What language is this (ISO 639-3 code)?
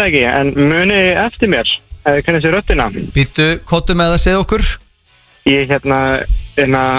isl